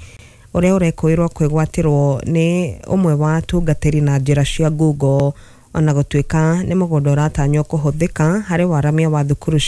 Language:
Kikuyu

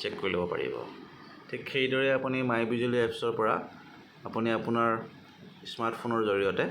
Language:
Assamese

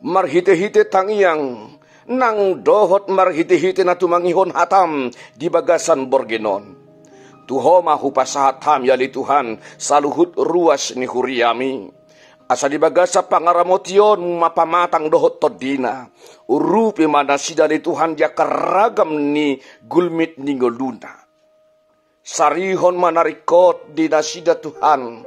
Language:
Batak Toba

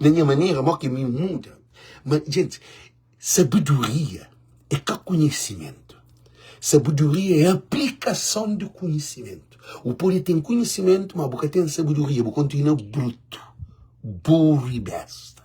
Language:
Kabuverdianu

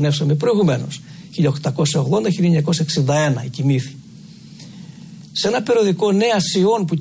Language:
Greek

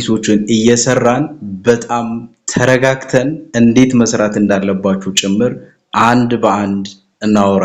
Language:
Amharic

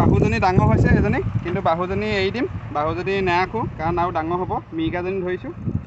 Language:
Assamese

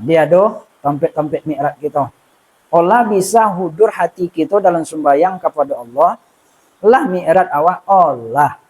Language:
Minangkabau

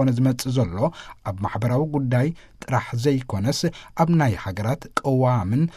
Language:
Tigrinya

